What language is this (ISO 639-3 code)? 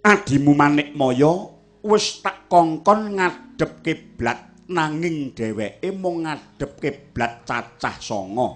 jav